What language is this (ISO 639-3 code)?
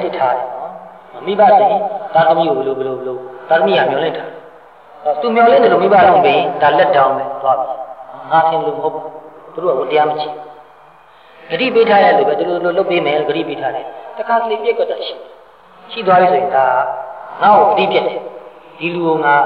mya